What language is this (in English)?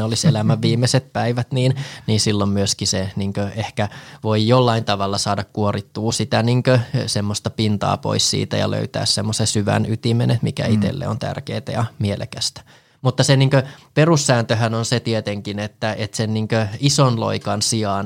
Finnish